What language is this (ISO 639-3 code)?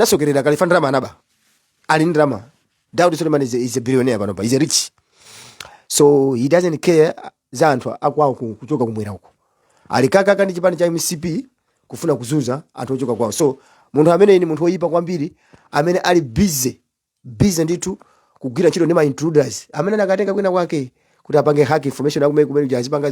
nya